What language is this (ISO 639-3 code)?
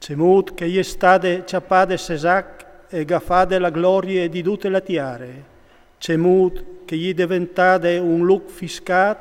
fur